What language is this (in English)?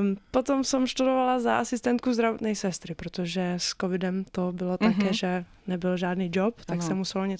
Slovak